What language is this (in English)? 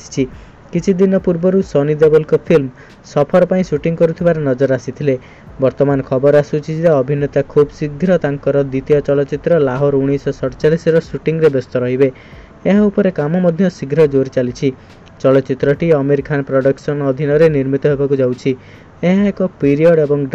Odia